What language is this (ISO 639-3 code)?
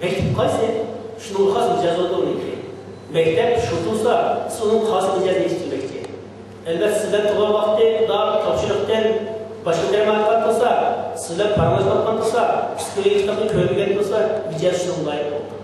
uig